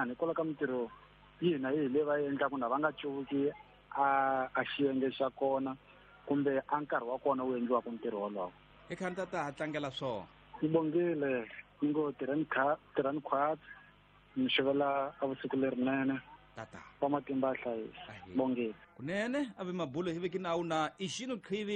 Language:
Tsonga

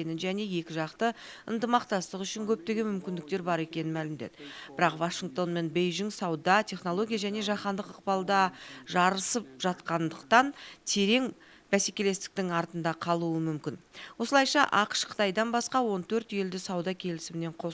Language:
Kazakh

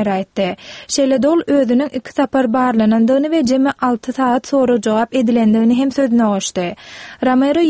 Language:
Turkmen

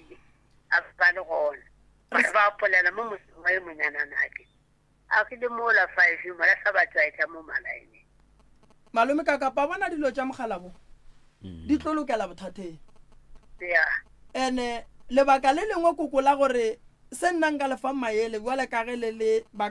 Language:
Northern Sotho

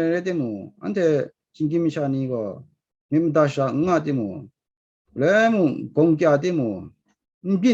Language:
Kachin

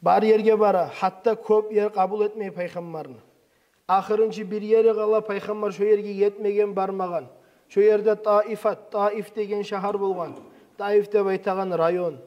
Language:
Kumyk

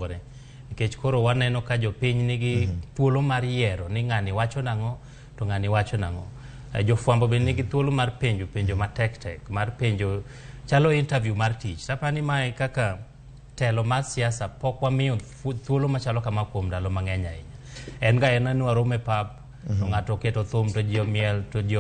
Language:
Luo (Kenya and Tanzania)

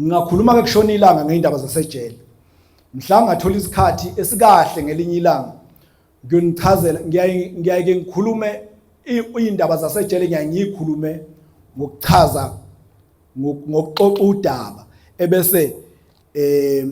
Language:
Zulu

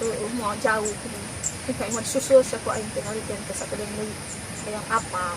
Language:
Sundanese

